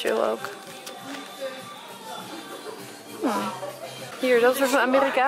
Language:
Dutch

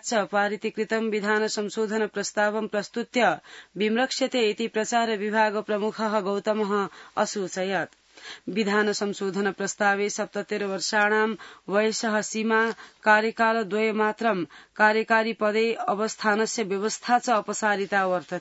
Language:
Sanskrit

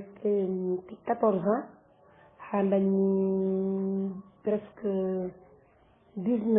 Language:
Fula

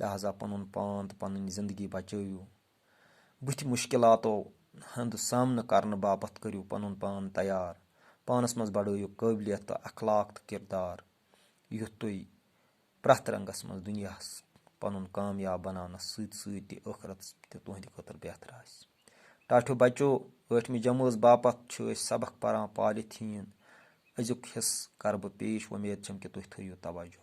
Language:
Kashmiri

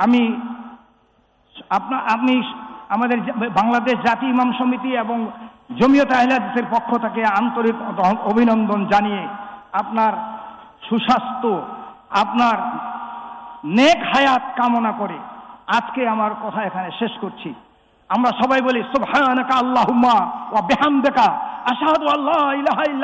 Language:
Bangla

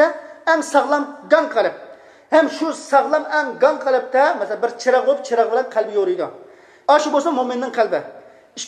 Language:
Uyghur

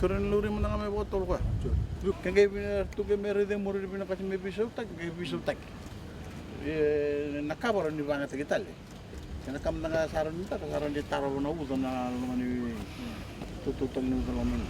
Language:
Fijian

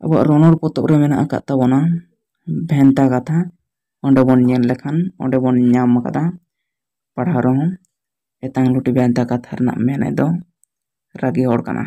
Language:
Santali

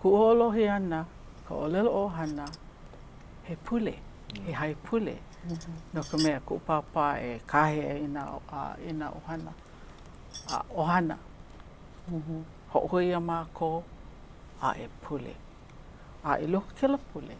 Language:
Hawaiian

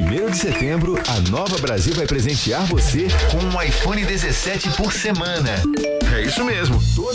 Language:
Portuguese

